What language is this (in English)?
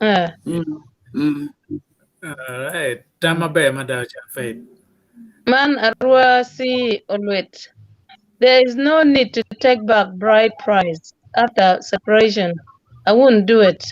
Acoli